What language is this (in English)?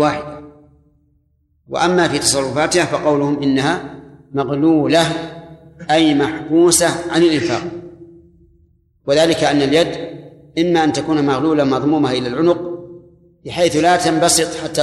Arabic